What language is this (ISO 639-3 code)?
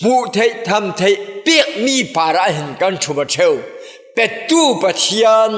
cfm